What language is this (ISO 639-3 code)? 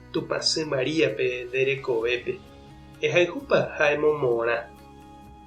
grn